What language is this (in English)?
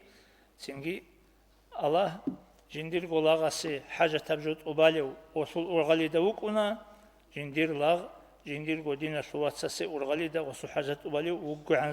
Avaric